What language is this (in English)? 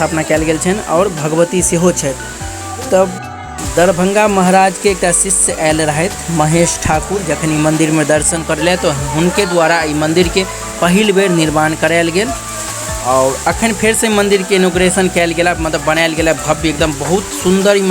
Maithili